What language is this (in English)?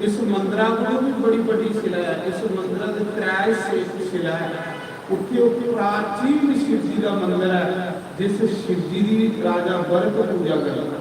Dogri